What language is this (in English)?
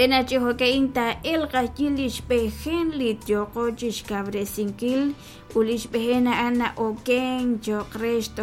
Kekchí